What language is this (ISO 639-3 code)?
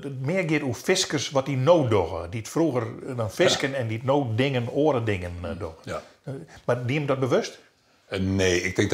fry